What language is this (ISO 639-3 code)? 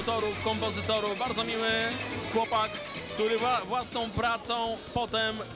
pol